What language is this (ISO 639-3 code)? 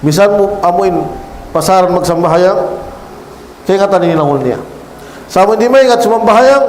tsg